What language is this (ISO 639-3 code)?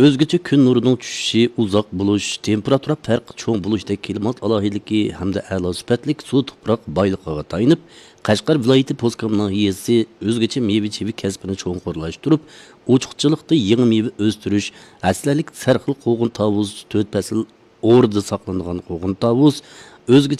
uig